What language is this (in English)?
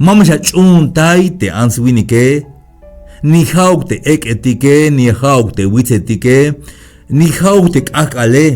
Tzeltal